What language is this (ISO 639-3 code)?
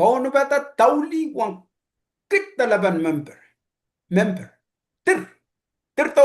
pon